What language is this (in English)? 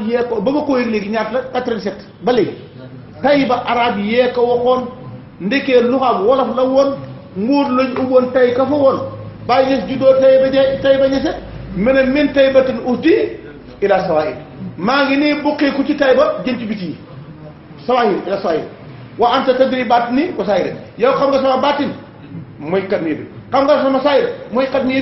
Wolof